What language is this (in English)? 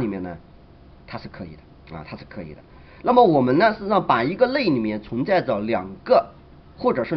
Chinese